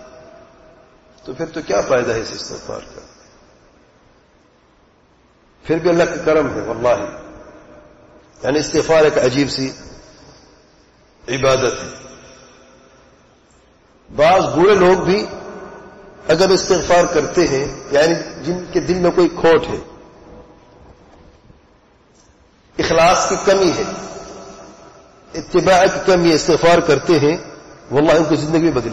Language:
Urdu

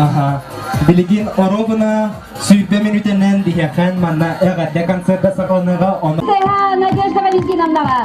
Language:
Yakut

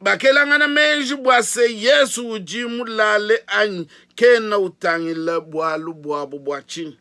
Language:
Luba-Lulua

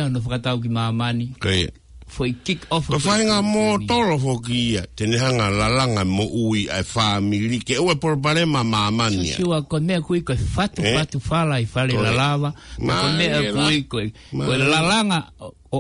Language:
Tongan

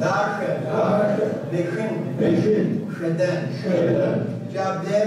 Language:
Kabardian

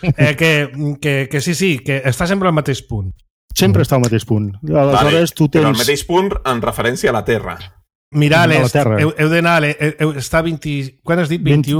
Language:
Catalan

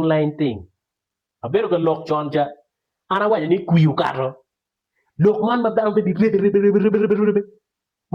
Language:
Acoli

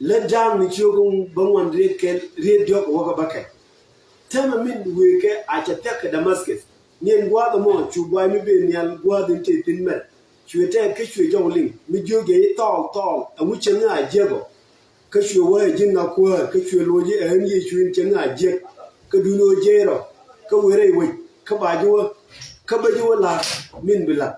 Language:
Nuer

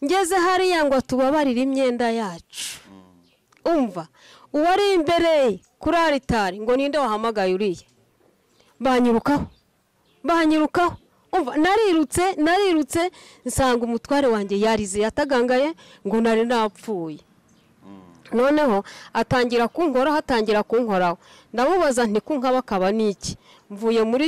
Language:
Kinyarwanda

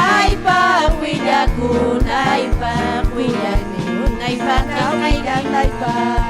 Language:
Ayacucho Quechua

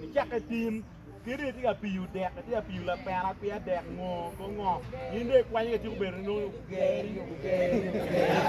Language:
Acoli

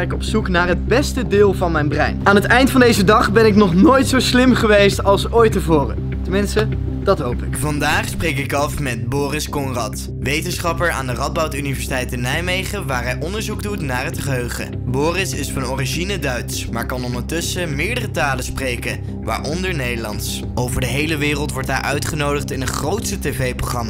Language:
Dutch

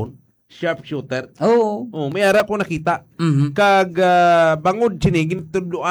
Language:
Hiligaynon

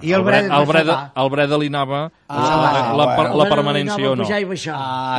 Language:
Catalan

